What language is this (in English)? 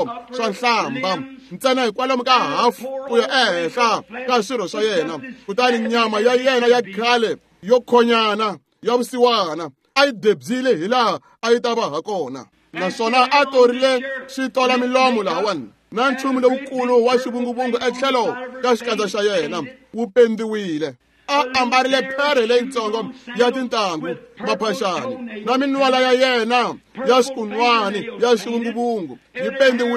Tsonga